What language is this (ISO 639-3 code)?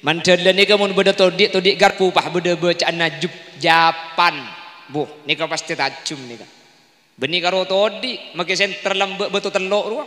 mad